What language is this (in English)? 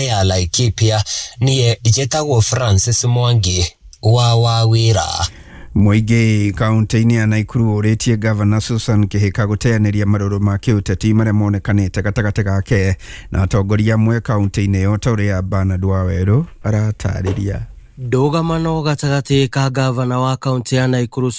Kikuyu